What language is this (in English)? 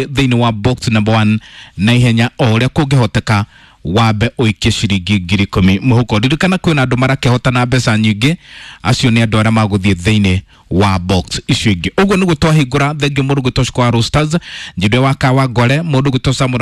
Kikuyu